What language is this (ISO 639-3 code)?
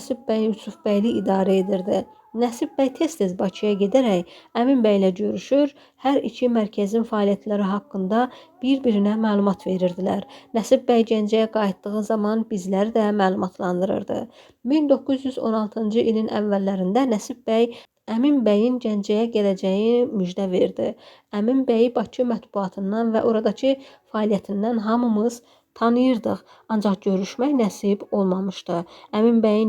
aze